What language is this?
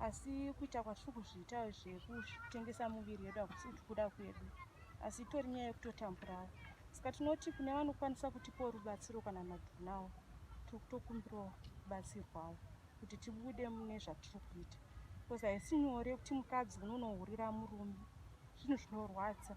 Shona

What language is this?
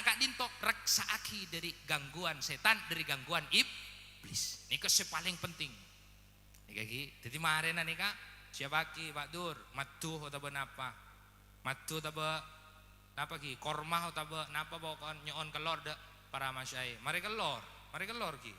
Madurese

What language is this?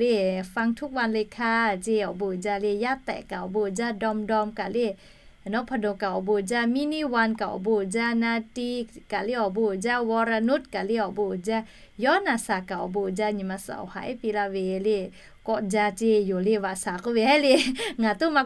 Lahu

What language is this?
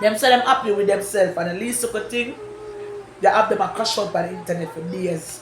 Jamaican Creole English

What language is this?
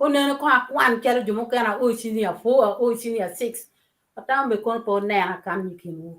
Acoli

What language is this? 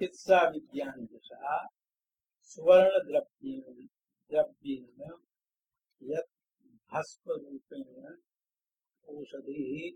Sanskrit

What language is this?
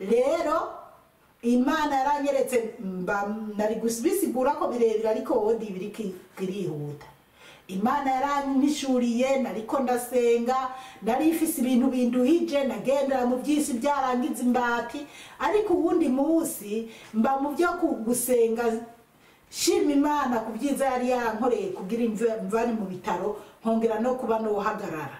Rundi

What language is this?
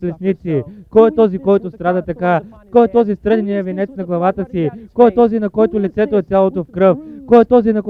Bulgarian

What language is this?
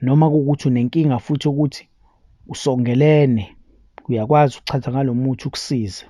Zulu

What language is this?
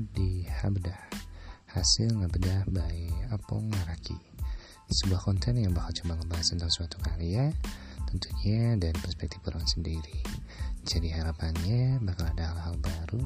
Indonesian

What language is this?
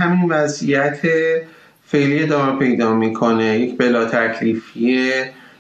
Persian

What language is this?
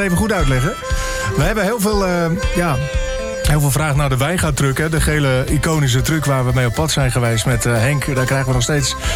Dutch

